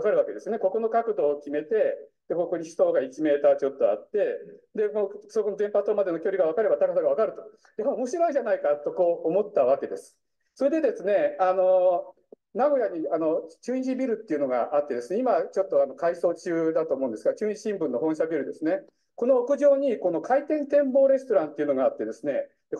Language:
Japanese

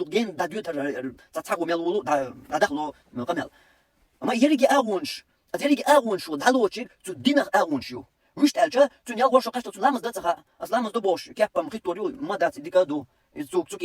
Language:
Chechen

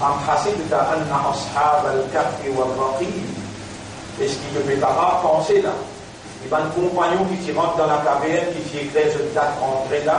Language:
Morisyen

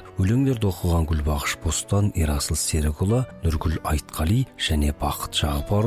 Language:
Kazakh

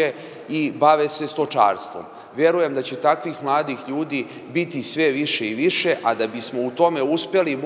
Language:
Serbian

